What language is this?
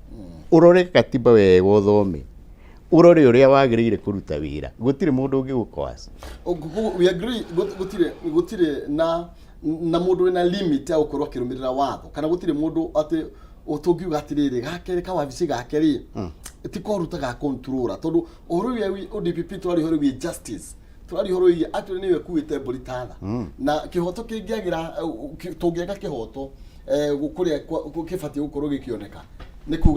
Kikuyu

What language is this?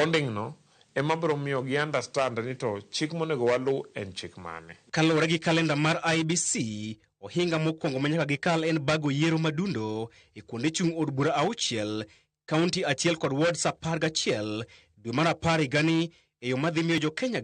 Luo (Kenya and Tanzania)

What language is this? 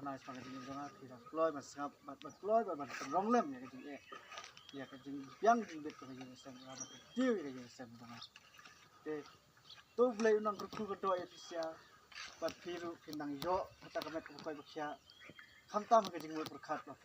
Khasi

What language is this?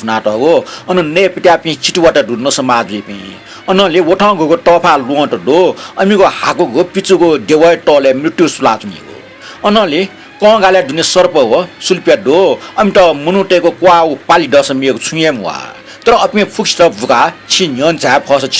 Newari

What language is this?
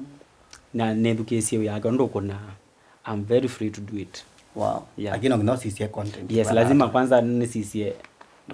Kamba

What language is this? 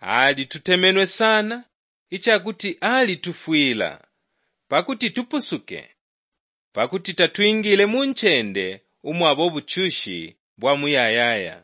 Bemba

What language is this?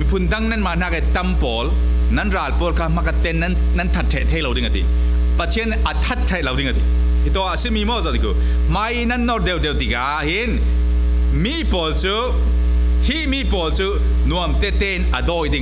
Falam Chin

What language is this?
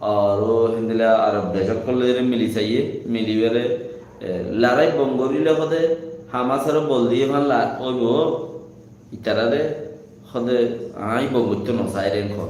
Rohingya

